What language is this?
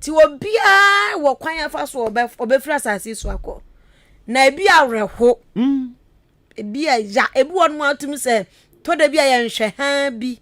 Akan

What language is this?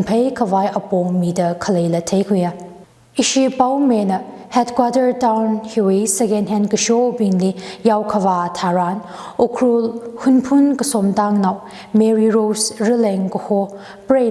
Tangkhul Naga (India)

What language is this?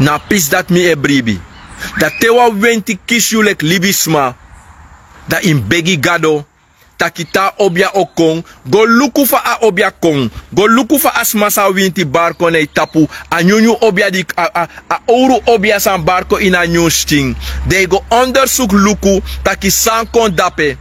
Sranan Tongo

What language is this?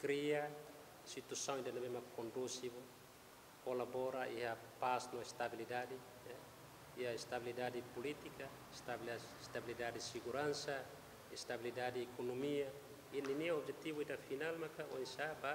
Tetum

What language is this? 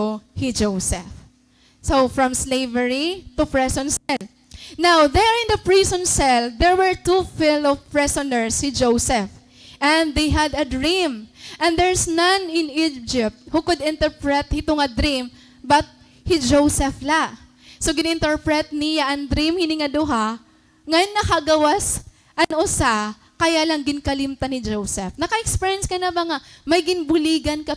Waray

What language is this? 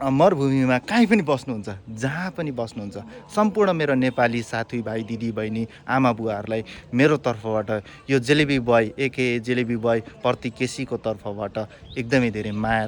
Nepali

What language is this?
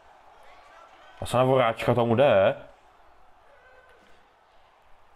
Czech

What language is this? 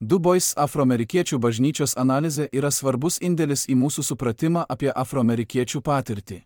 Lithuanian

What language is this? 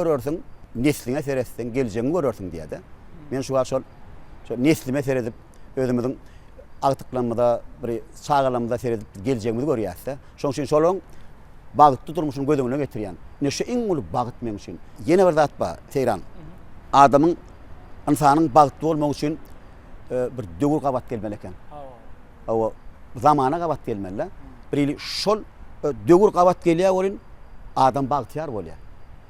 Turkmen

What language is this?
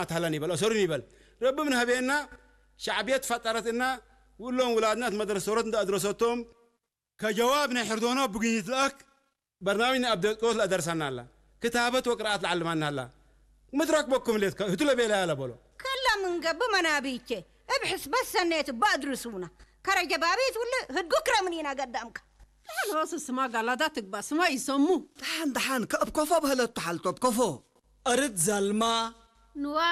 Tigrinya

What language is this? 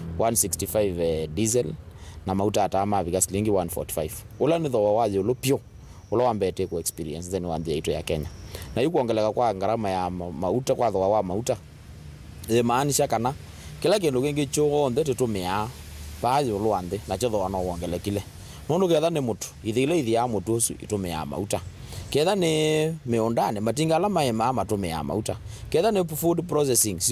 Kamba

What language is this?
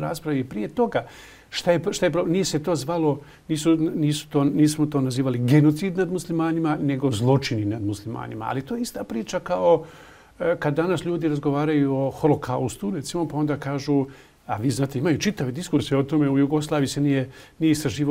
Bosnian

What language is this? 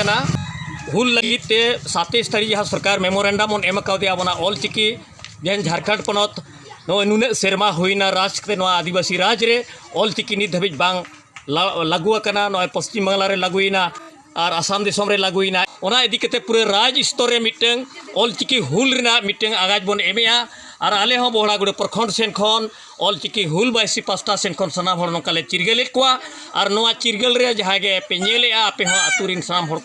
Santali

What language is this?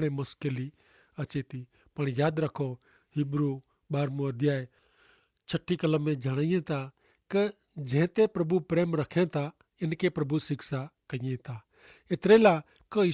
Kachhi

